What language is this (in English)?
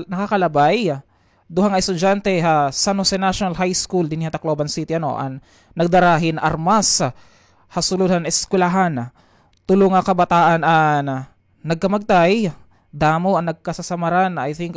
Waray